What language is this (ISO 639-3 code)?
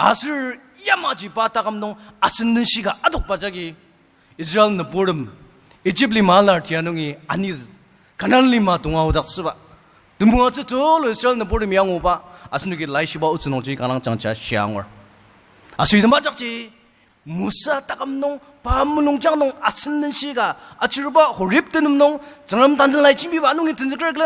njo